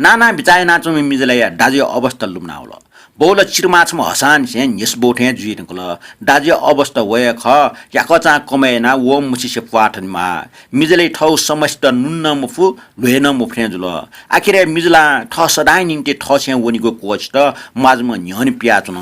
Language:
Newari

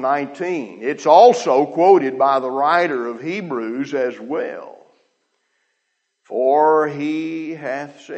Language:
English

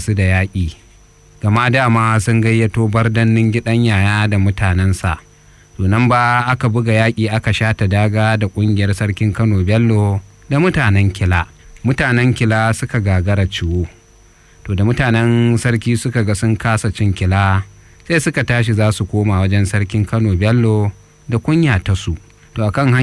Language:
Hausa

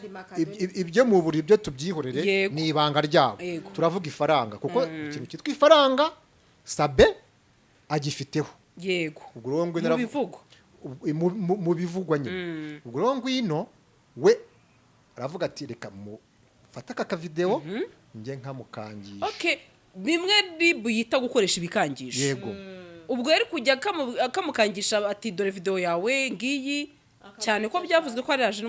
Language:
Kinyarwanda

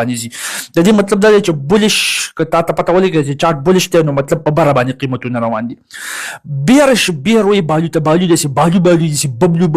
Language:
Pashto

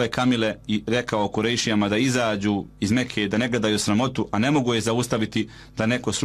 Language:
Bosnian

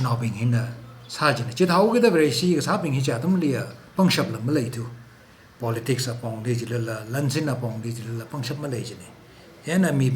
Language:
Tangkhul Naga (India)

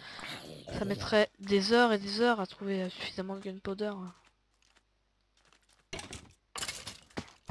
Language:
French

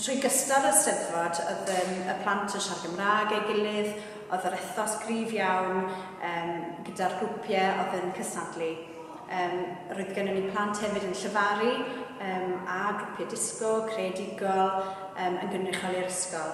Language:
Welsh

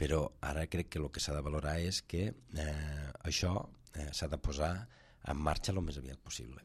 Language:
Catalan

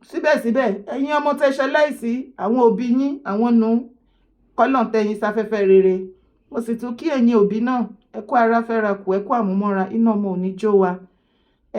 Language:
Yoruba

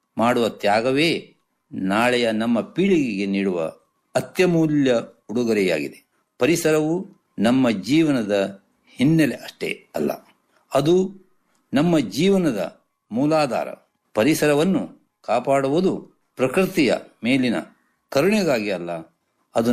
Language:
Kannada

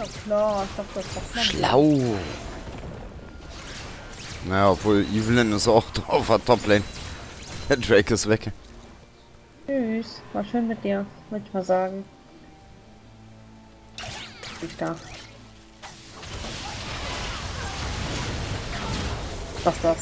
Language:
German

